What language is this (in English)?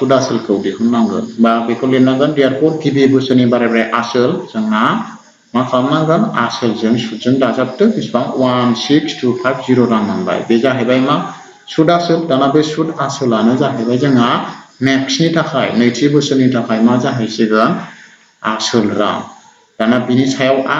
Bodo